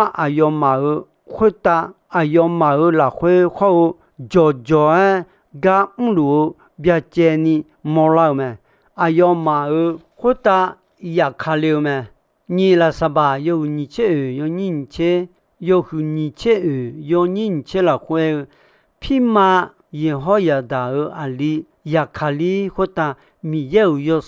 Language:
Akha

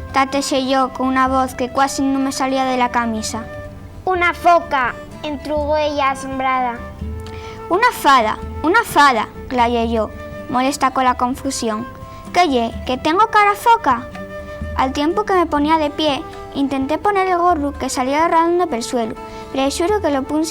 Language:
Asturian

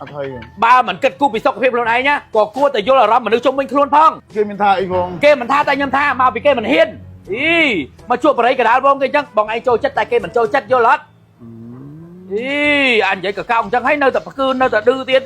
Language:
Khmer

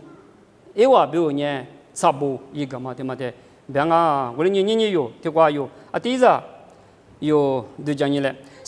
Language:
Lisu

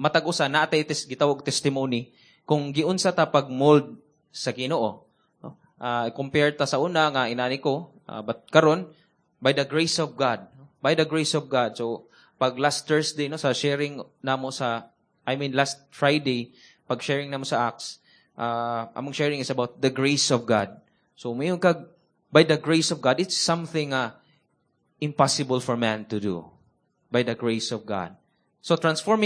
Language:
Cebuano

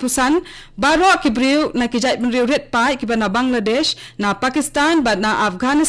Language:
Khasi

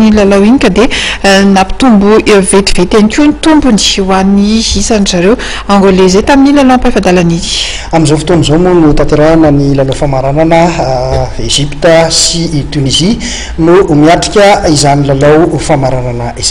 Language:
Malagasy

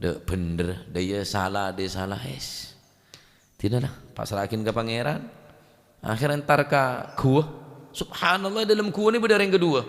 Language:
Madurese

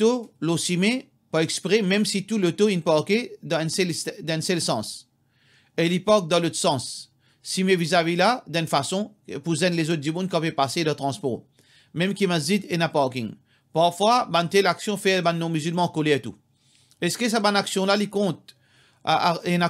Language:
Morisyen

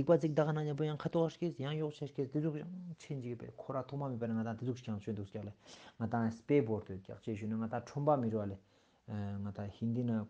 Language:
Ladakhi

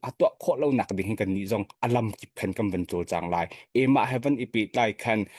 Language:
Hakha Chin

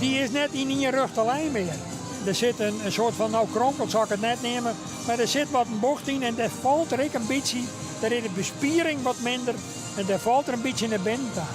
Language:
Western Frisian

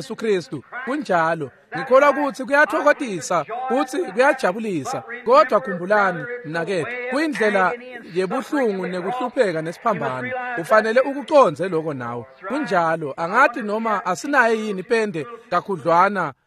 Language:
Swati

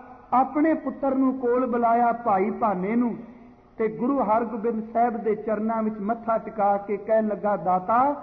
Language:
Punjabi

